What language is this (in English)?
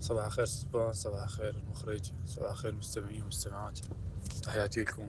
Mesopotamian Arabic